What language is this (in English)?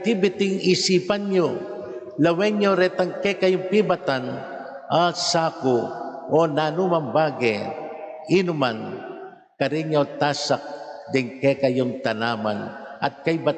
Pampanga